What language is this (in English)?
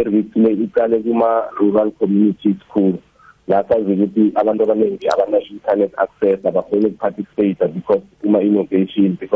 South Ndebele